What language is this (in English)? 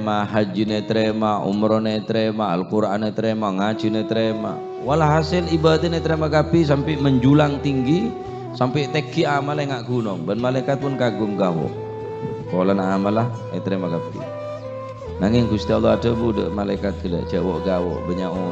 Madurese